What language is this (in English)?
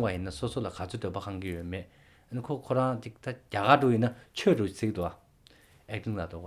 Tibetan